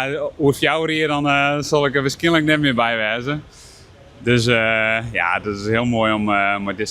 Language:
Western Frisian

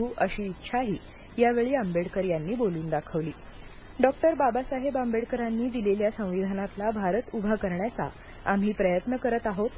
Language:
Marathi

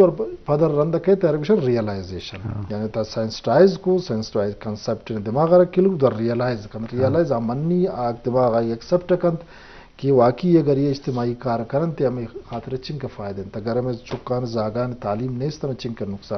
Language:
Eastern Balochi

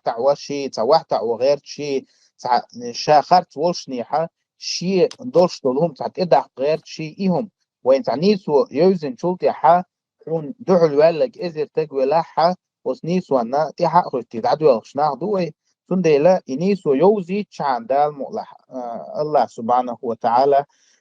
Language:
Chechen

